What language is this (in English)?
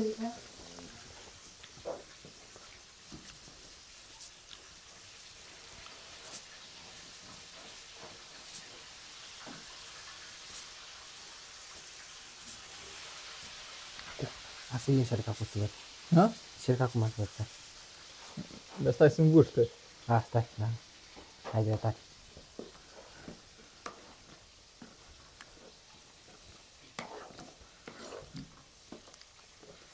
Romanian